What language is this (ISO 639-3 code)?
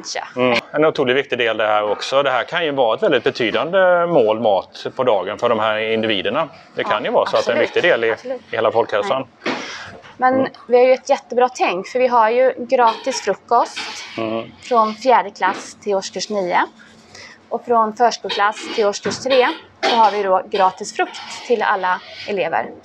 swe